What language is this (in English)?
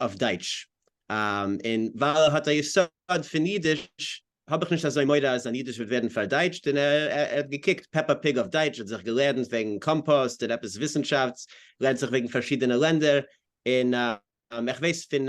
Yiddish